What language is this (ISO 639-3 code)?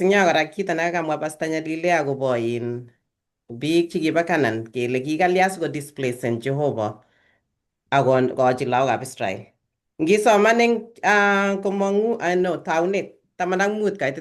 kln